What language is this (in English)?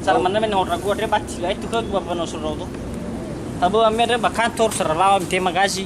Nias